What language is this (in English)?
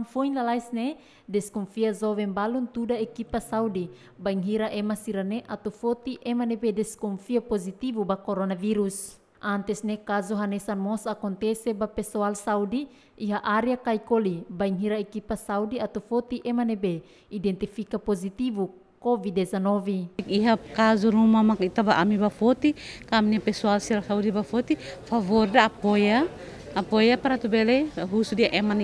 Tetum